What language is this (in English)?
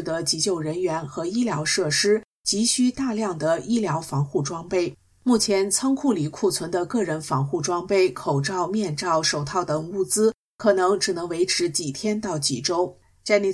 Chinese